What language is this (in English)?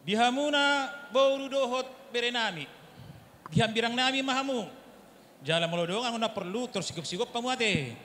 Batak Toba